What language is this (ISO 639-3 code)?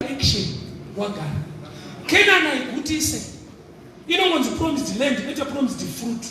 sna